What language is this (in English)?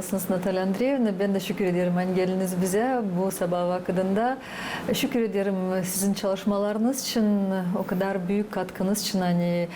Gagauz